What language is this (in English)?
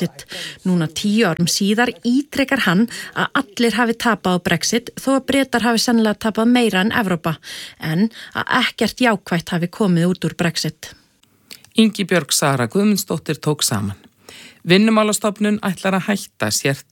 Icelandic